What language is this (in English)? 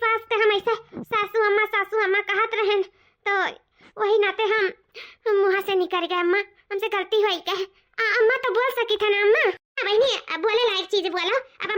Awadhi